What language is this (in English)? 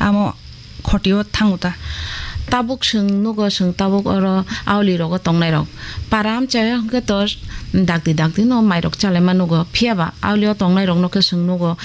Kok Borok